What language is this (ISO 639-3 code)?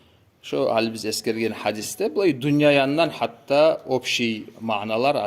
kum